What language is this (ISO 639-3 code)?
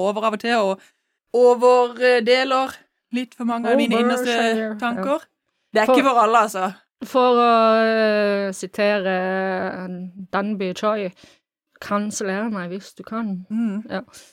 nor